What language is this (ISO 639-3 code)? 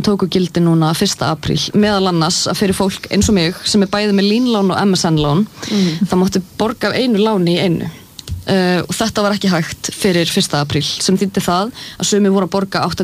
isl